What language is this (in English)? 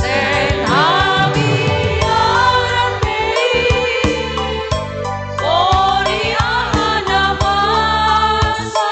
Batak Simalungun